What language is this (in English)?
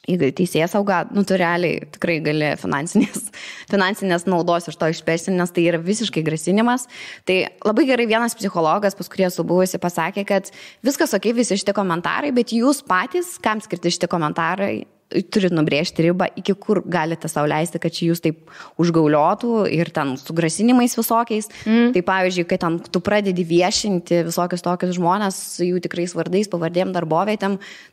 Lithuanian